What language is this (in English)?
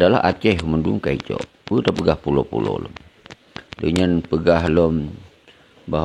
Achinese